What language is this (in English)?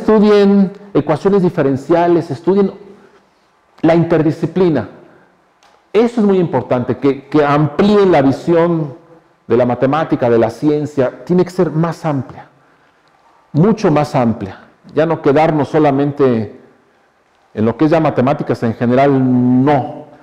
Spanish